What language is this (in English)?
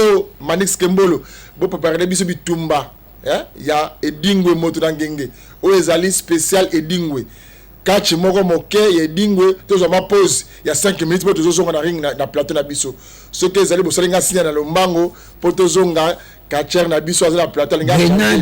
Lingala